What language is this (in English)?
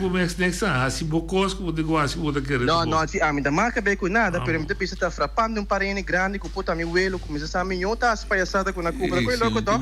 Papiamento